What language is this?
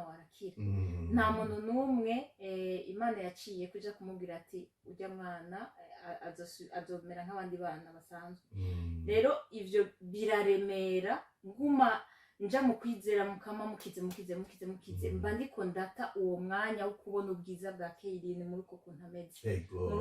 Rundi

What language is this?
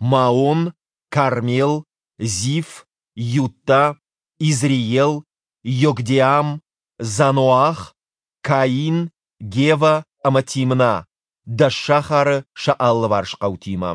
Ossetic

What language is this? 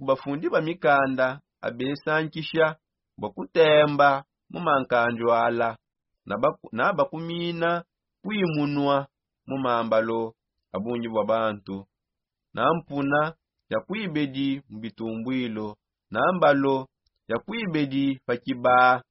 Songe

